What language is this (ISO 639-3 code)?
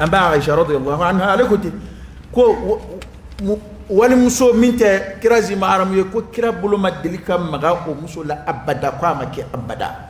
dyu